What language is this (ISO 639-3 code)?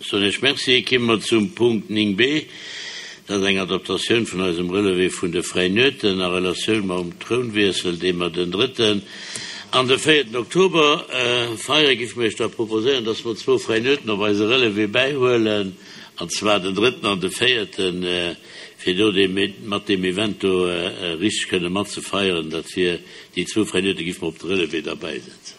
ltz